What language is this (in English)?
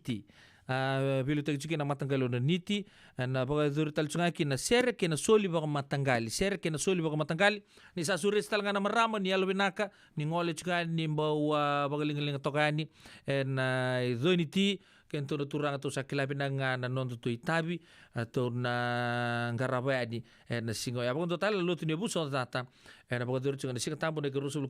Fijian